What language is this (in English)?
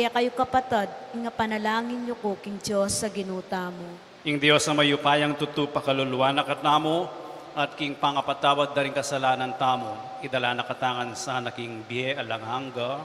Pampanga